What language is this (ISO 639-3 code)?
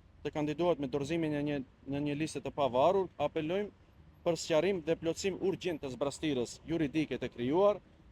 sqi